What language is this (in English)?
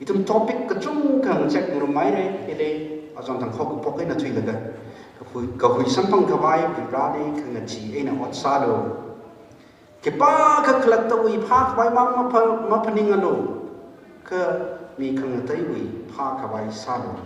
Tangkhul Naga (India)